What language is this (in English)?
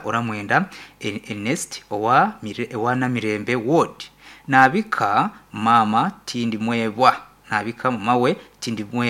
Nyankole